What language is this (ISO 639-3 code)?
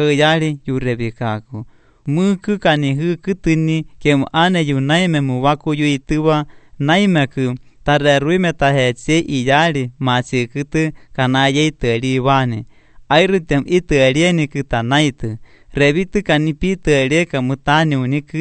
lit